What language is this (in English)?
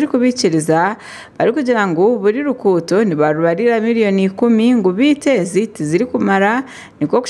Nyankole